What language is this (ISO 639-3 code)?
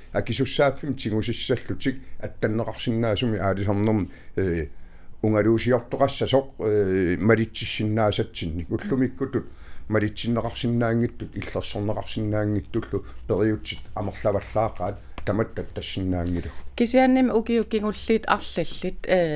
kal